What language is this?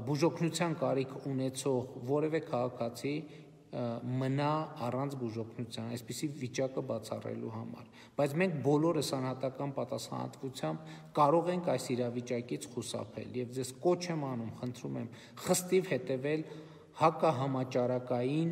Armenian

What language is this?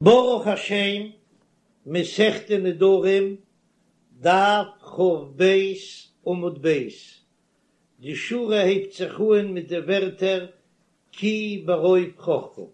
Yiddish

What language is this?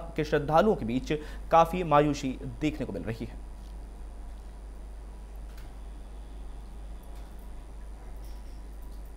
Hindi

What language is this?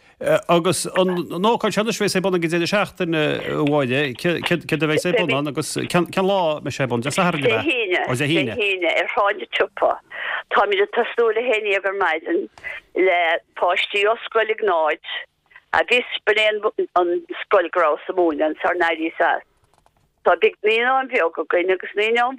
Irish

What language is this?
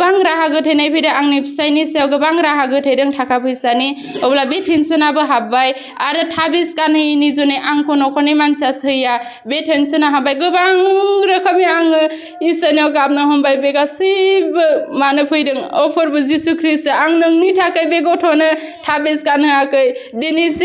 Bodo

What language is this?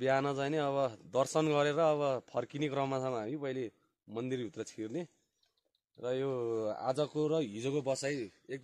Nepali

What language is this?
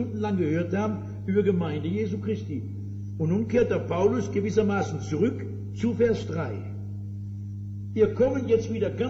German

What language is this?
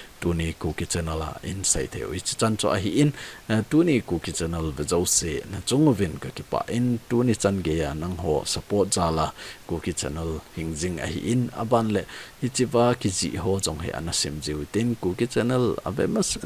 Thado Chin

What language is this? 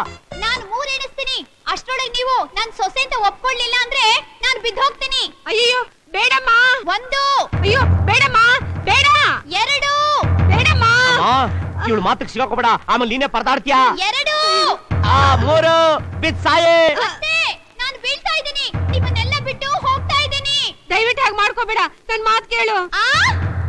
Kannada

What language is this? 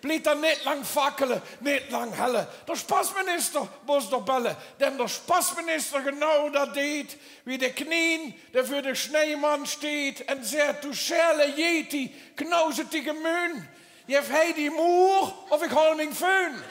Limburgish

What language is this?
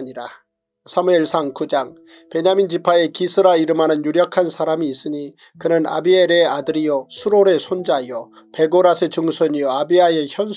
Korean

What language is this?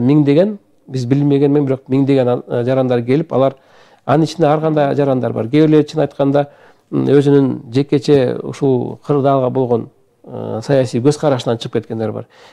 Kyrgyz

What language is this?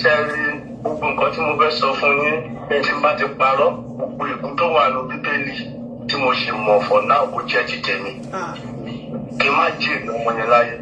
Yoruba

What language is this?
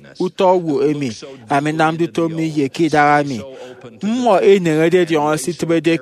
Efik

